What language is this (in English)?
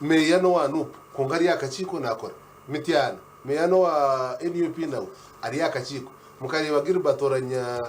Nyankole